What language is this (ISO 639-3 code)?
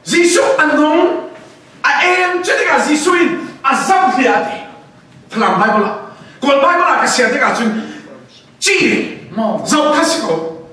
cfm